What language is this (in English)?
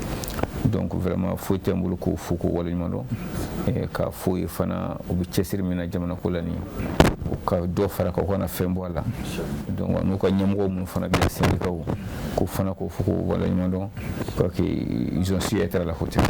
Bambara